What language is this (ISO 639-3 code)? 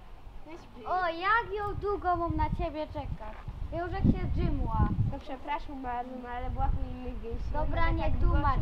szl